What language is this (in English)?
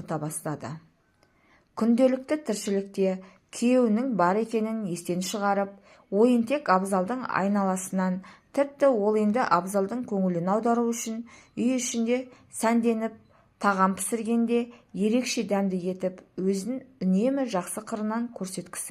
Kazakh